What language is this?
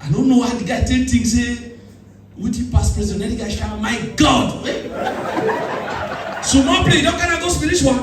Nigerian Pidgin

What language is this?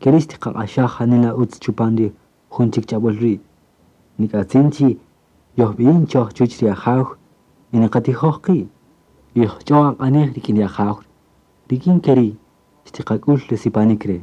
Kaqchikel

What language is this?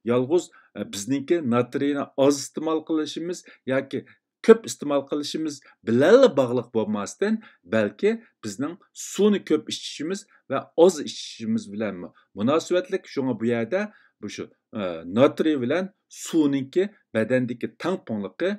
Uyghur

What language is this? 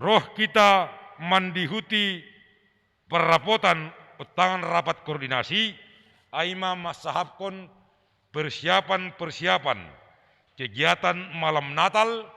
Batak Simalungun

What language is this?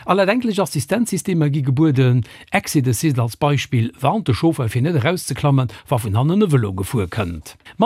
Luxembourgish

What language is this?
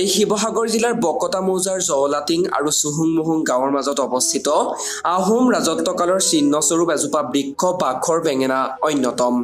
Assamese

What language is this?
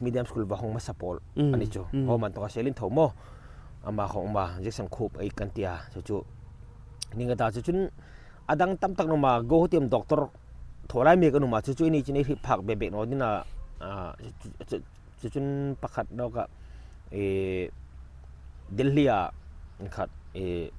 Hmar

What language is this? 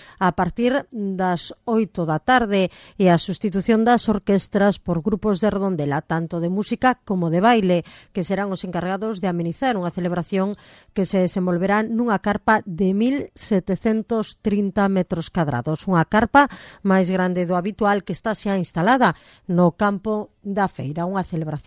Galician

